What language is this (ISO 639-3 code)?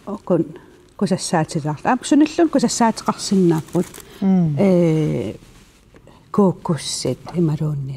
kal